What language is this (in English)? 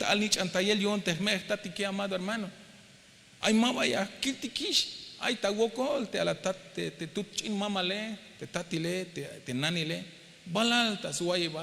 Tzeltal